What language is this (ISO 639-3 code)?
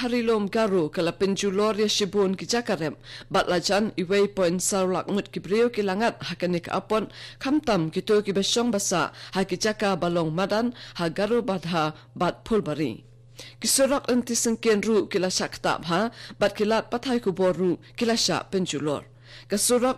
kha